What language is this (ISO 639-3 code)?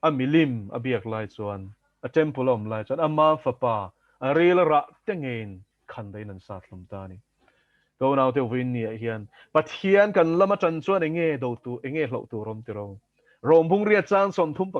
lus